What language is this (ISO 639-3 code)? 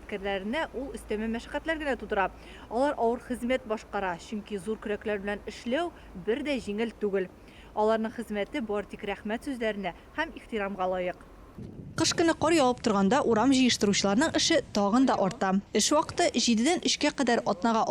tat